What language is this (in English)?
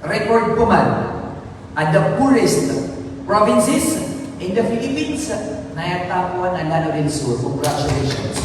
Maranao